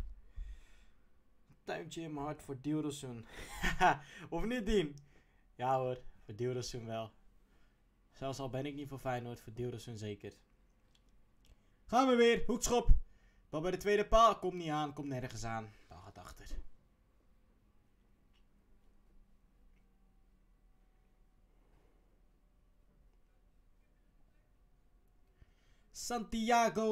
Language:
Dutch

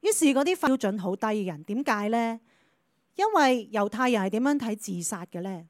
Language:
Cantonese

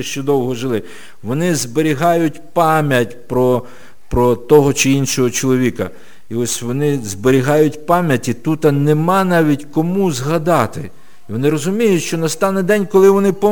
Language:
Ukrainian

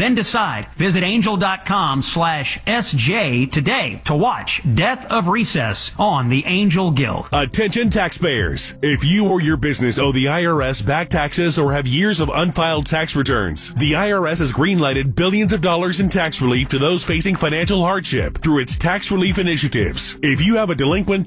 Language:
English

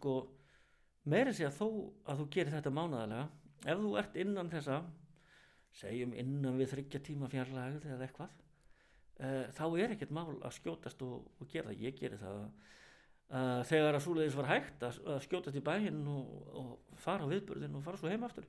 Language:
Icelandic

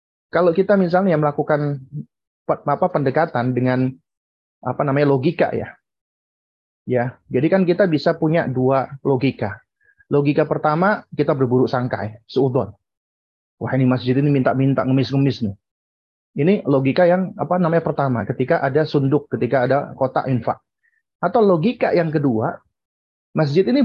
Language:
Indonesian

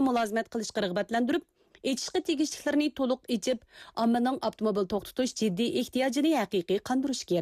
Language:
Uyghur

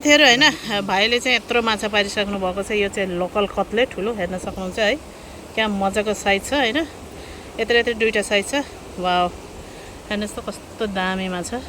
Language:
Nepali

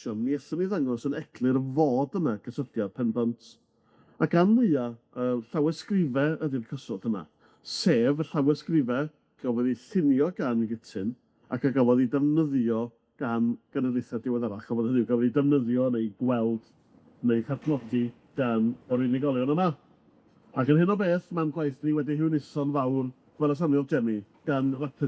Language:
Welsh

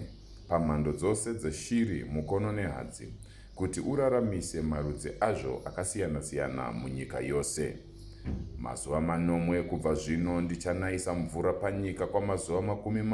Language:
Shona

